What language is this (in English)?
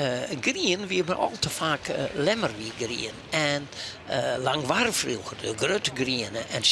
Western Frisian